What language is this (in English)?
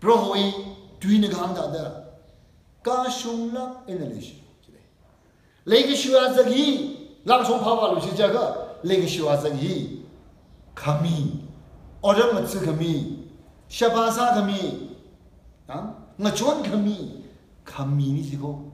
Tangkhul Naga (India)